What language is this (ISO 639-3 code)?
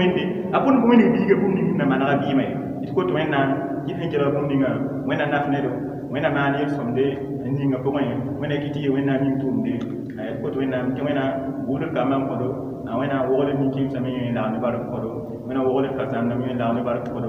mos